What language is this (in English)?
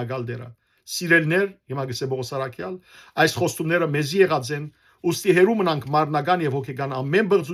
Western Armenian